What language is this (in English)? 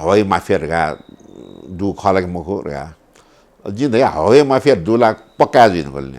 Newari